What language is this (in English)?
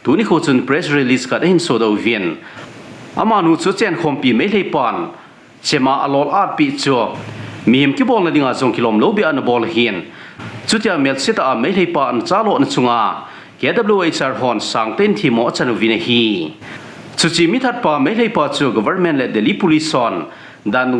Thado Chin